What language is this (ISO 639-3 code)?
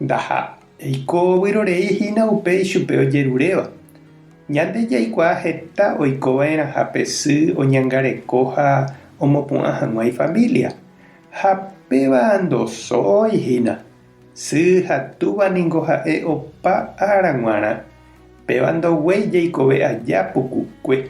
grn